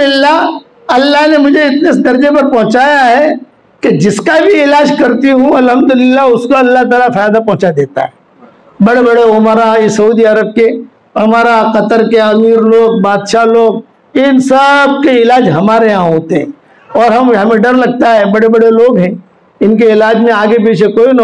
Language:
Urdu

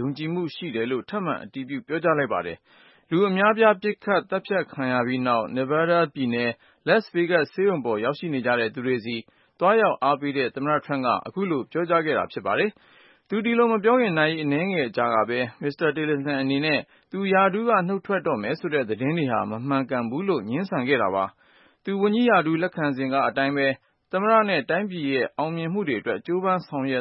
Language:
Burmese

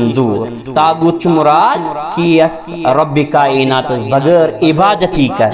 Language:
Kashmiri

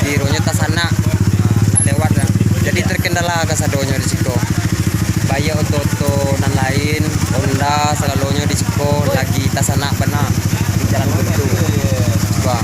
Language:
Minangkabau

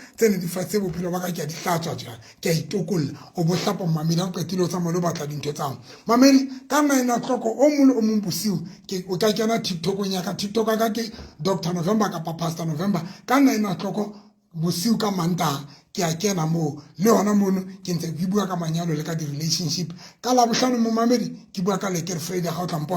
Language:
Southern Sotho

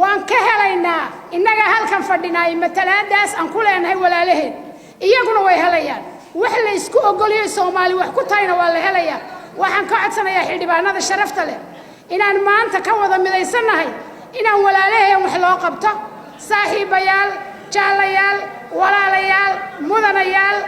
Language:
Somali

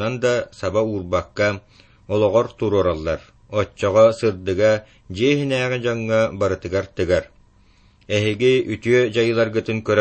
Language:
Yakut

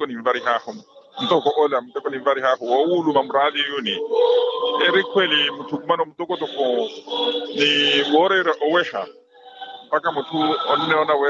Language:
Makhuwa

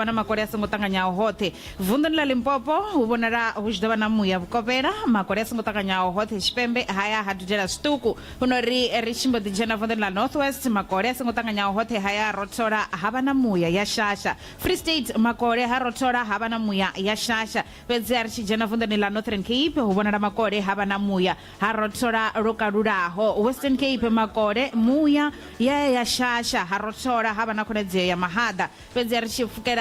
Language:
Venda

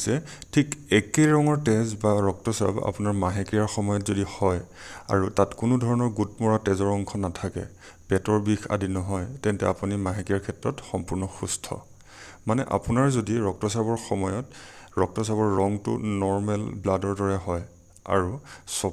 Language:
Assamese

